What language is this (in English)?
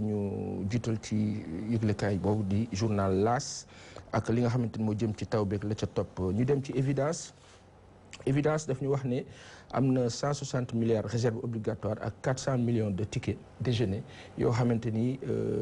Wolof